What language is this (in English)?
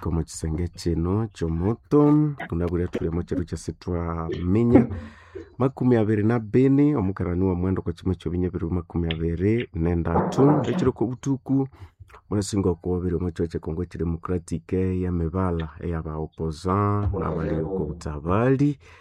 Nande